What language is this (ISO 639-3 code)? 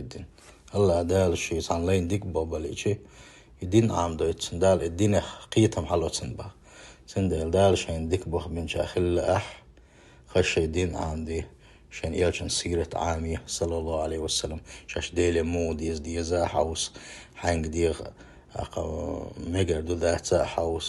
che